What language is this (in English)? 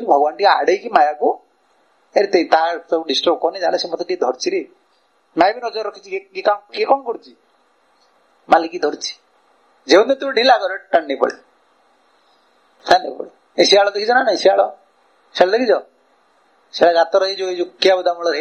Odia